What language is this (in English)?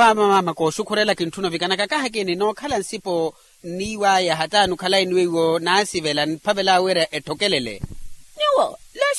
Makhuwa